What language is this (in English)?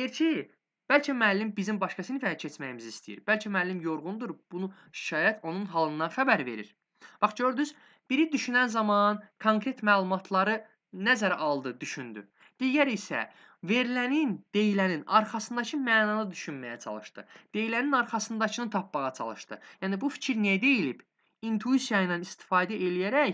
Azerbaijani